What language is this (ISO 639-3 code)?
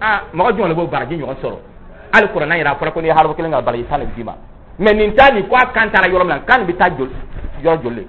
dyu